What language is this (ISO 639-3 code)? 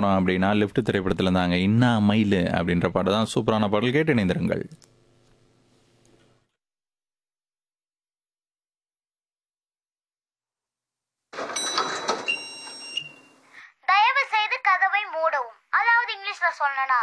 tam